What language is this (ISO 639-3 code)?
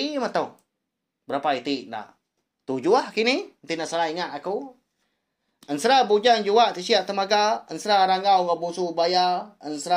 iba